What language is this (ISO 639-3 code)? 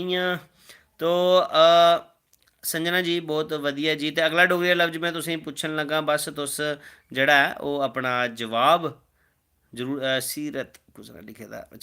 doi